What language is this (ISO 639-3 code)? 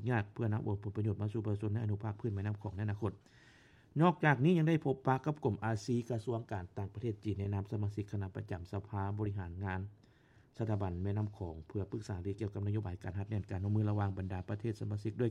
lao